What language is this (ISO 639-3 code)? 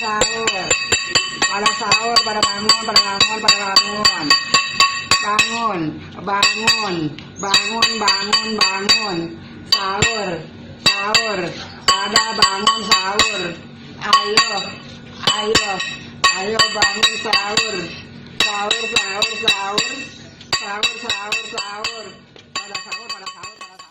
bew